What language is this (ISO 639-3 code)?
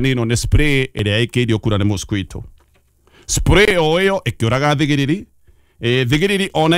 kik